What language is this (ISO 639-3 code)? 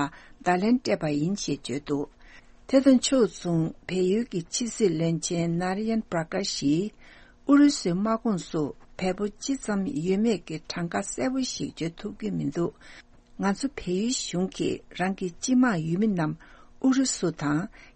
bod